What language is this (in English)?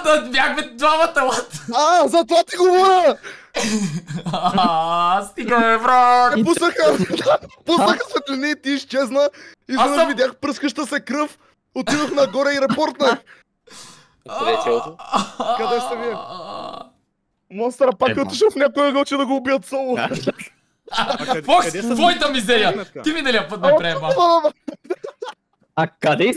Bulgarian